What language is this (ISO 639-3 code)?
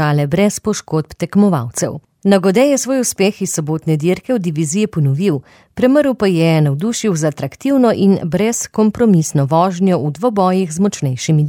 slv